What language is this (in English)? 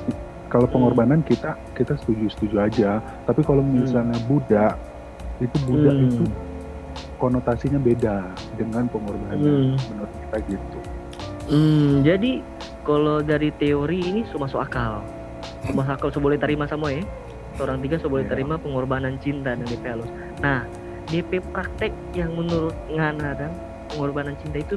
Manado Malay